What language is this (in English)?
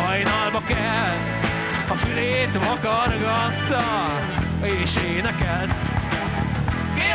Hungarian